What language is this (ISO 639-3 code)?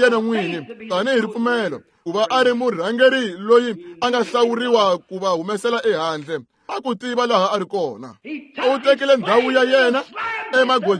tso